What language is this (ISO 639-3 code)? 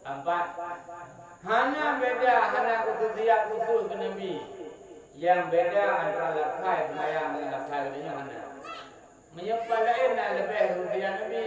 ace